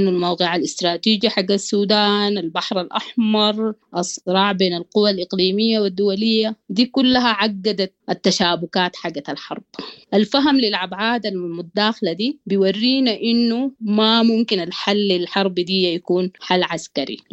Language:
Sudanese Arabic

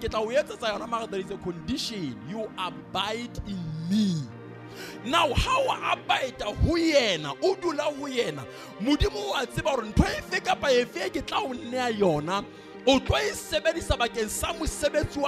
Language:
Southern Sotho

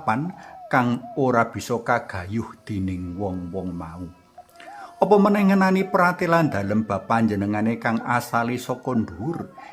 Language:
Javanese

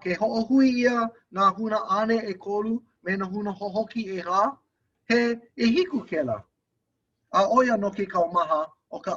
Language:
Hawaiian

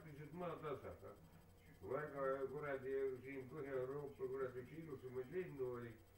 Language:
Estonian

